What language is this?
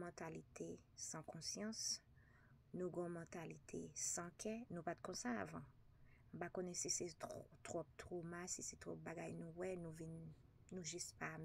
Haitian Creole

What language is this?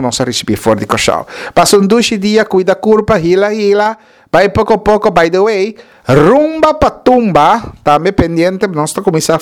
Papiamento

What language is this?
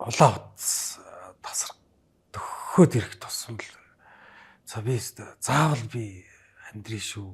Mongolian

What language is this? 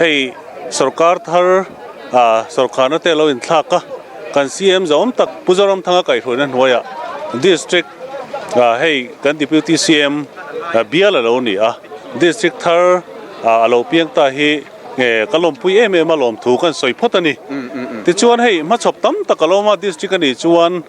Mizo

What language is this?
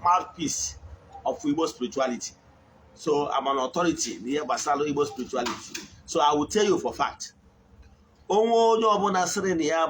Igbo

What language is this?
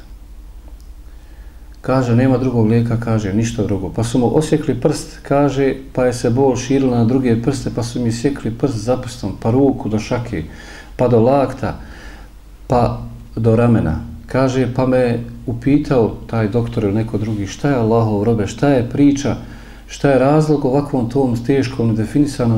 Bosnian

